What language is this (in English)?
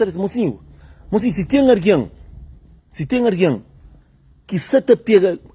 Kabuverdianu